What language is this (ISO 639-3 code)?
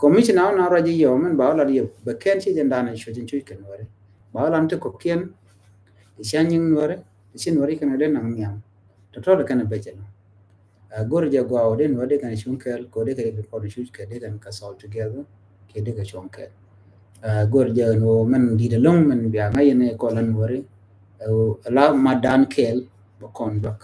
nus